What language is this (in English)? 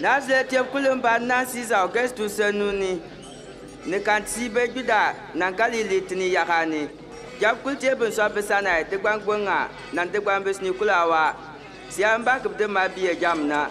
Bimoba